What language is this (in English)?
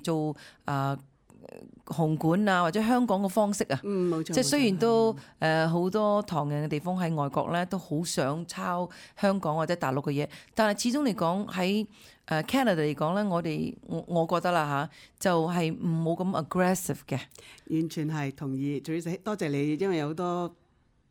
Cantonese